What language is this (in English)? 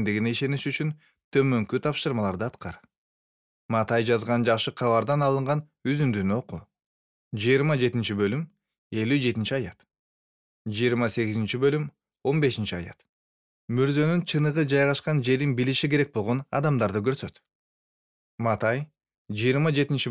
Kyrgyz